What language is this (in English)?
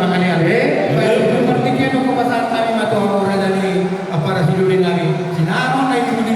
Batak Toba